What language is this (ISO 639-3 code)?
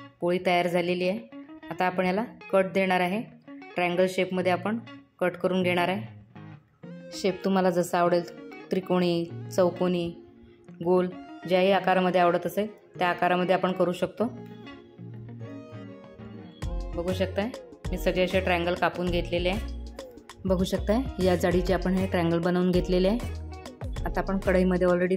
mar